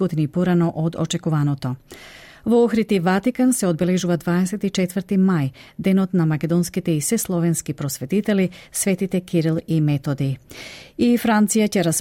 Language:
Macedonian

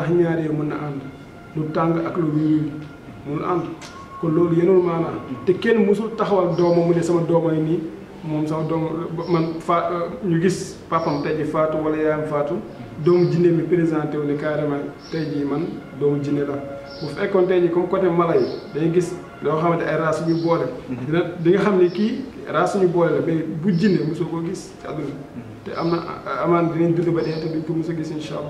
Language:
Wolof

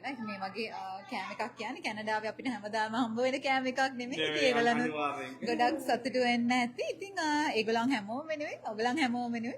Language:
Sinhala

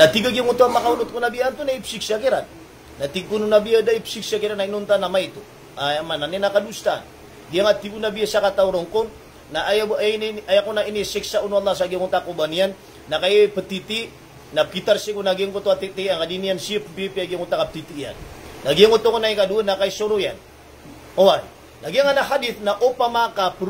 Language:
Maranao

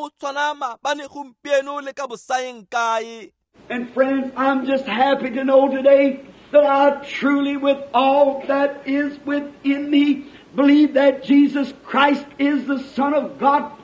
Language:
Tswana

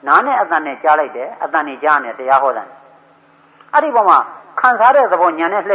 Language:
Burmese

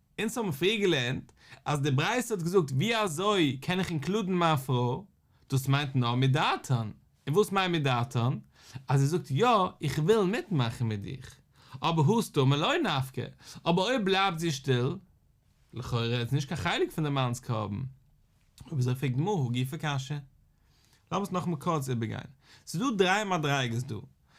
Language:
Yiddish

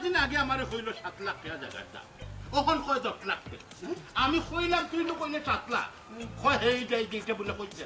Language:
Sylheti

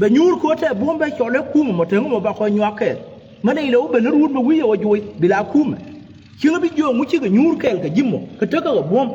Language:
Nuer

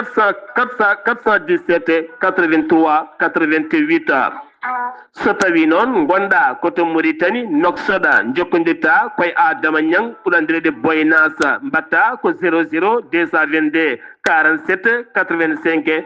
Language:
Fula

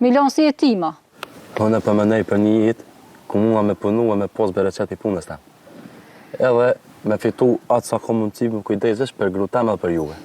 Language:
Albanian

